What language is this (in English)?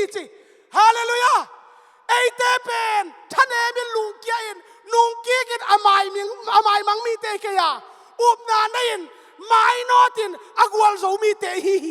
Tedim Chin